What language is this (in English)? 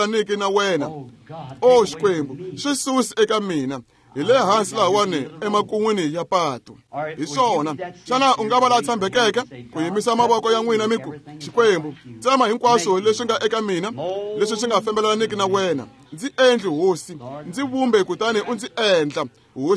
Tsonga